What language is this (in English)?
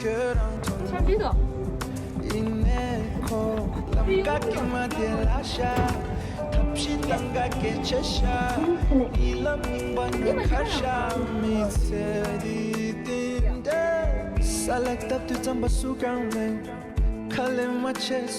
Tibetan